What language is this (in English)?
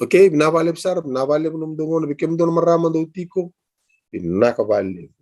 Fijian